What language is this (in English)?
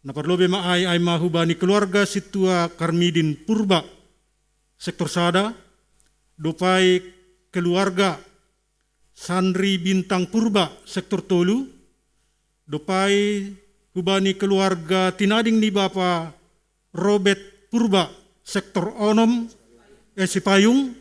Batak Simalungun